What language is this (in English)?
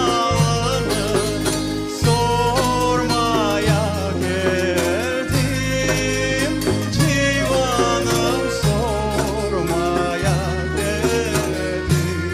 Crimean Tatar